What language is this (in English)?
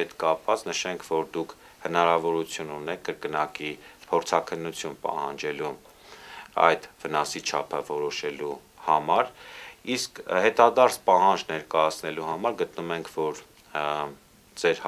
Armenian